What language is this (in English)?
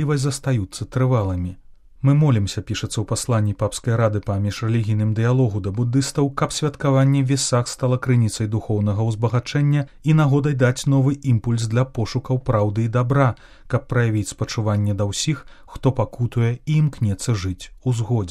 Belarusian